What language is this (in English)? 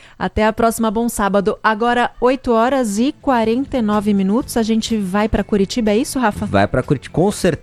Portuguese